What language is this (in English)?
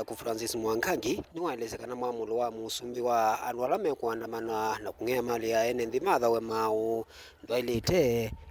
Kamba